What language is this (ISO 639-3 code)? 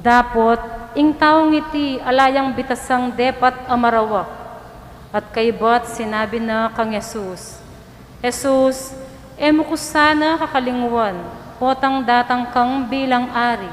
pam